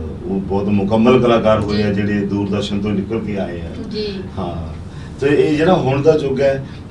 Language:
Punjabi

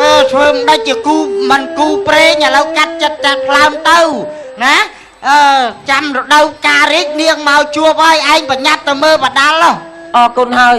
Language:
Khmer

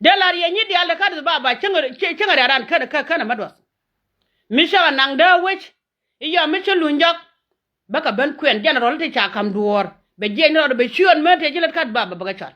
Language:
Nuer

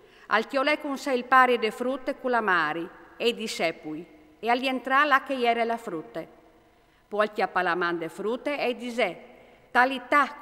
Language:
Friulian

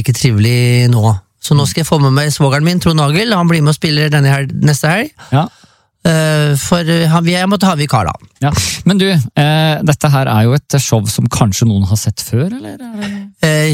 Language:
Norwegian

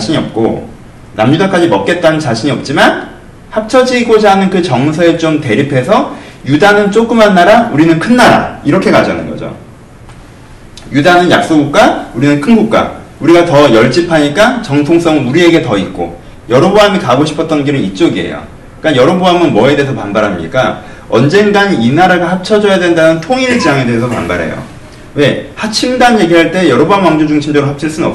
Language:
Korean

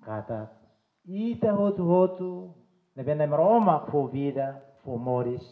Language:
Tetum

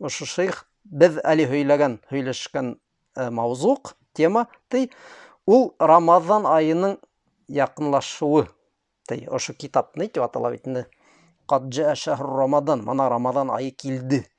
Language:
Bashkir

